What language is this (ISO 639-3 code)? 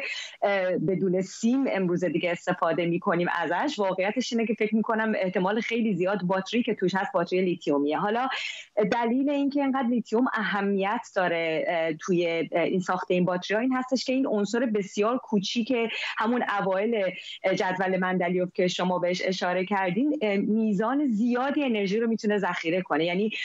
fas